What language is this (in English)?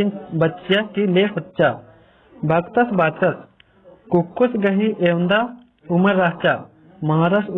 Kurukh